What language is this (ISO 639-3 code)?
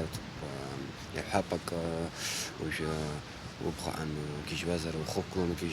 abk